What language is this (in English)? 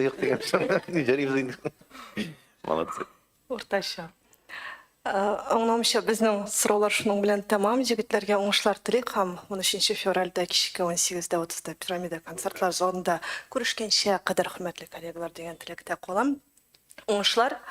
Tatar